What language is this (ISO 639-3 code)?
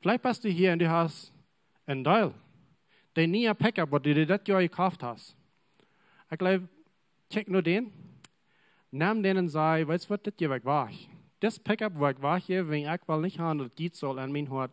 pdt